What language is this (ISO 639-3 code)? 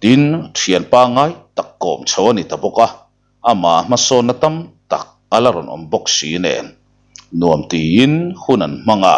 lus